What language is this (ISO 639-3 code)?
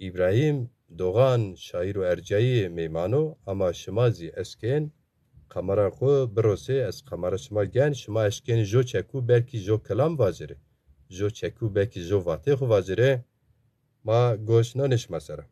zza